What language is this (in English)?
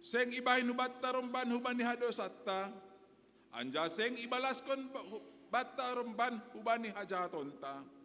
Batak Simalungun